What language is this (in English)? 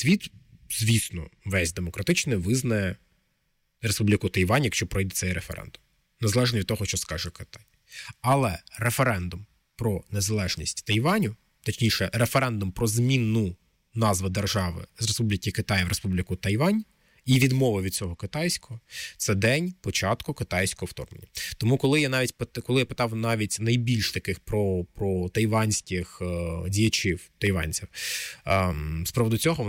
Ukrainian